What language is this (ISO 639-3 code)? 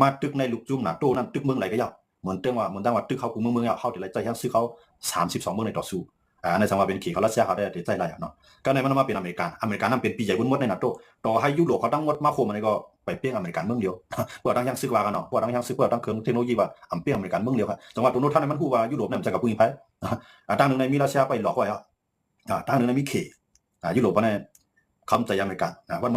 shn